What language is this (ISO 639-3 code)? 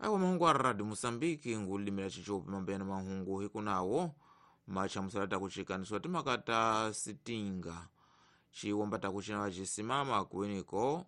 tso